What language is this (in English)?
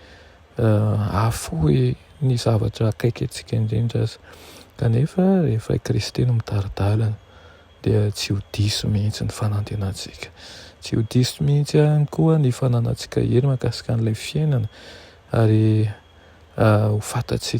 Malagasy